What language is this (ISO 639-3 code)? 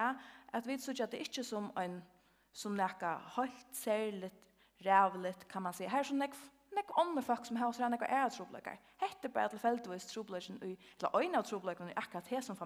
fao